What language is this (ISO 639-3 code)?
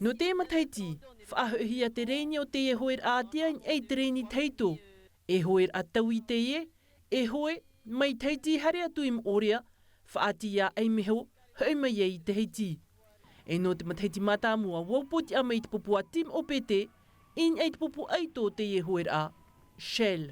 tah